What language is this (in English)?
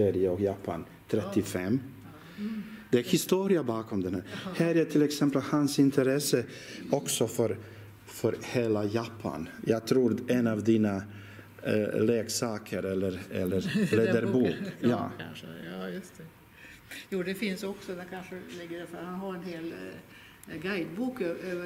Swedish